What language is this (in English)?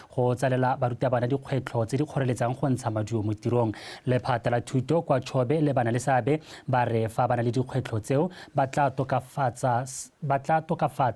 Tswana